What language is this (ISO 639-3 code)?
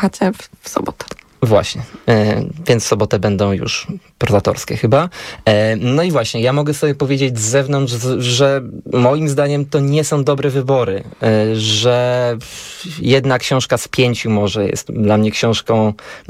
pol